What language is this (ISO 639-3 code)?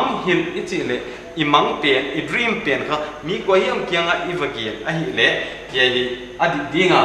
pck